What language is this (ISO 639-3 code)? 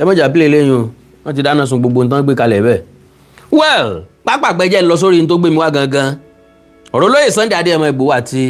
yor